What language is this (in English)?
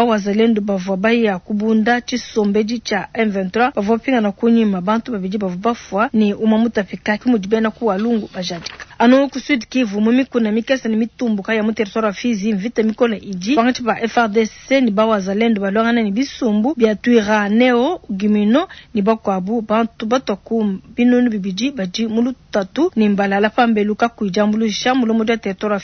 Luba-Lulua